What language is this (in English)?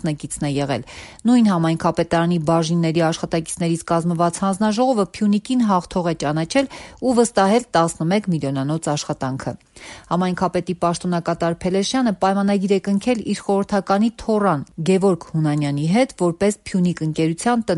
Armenian